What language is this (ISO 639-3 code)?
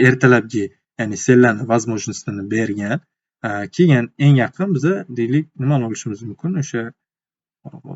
uzb